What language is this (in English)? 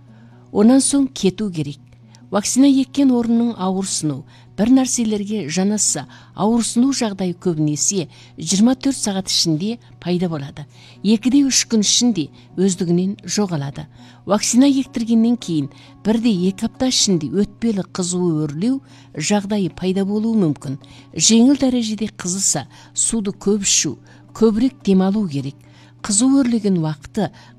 Kazakh